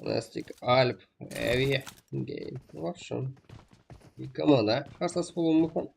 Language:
Kara-Kalpak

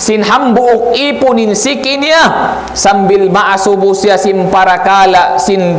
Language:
Tausug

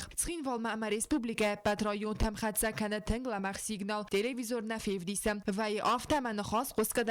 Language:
Ossetic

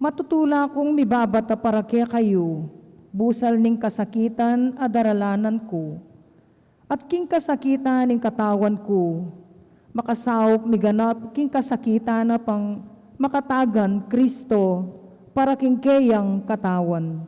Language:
Pampanga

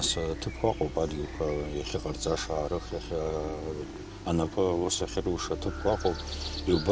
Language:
Abkhazian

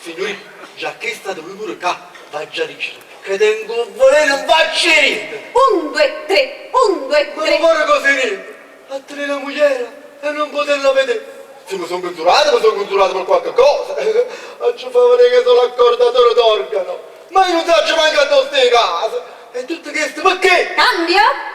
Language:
Neapolitan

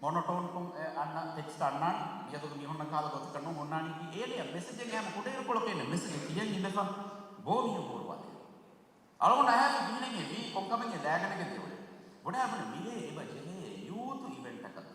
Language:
Divehi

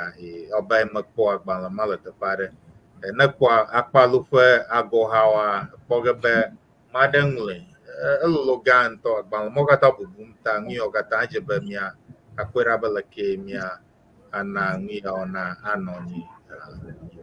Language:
Ewe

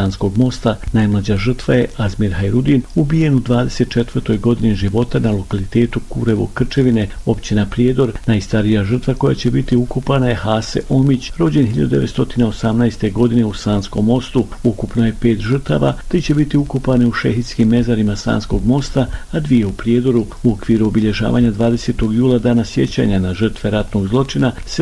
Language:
Bosnian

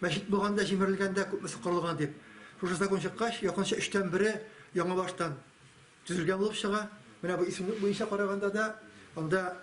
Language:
Tatar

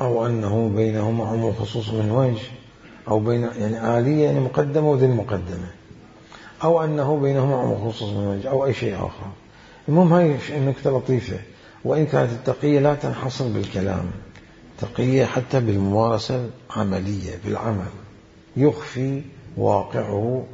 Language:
Mesopotamian Arabic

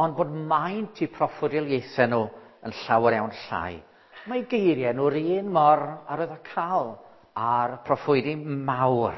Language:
Welsh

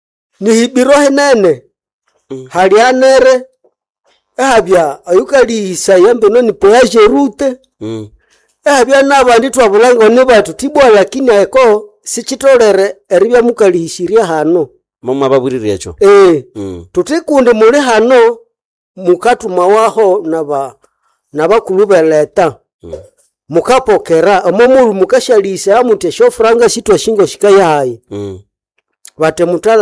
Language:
Nande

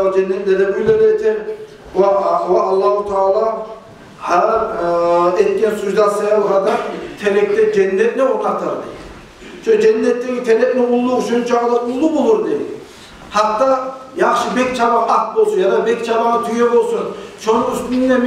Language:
Kumyk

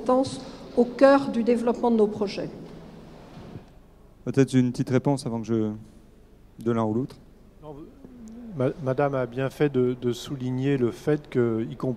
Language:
French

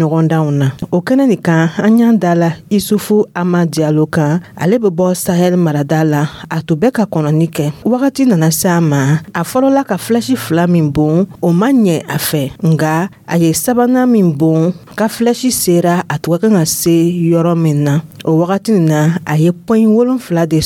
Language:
Dyula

